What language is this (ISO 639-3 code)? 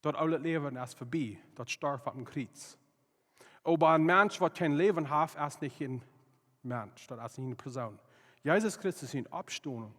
pdt